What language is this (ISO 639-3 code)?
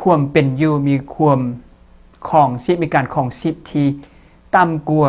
lao